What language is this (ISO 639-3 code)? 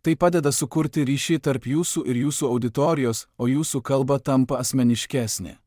lit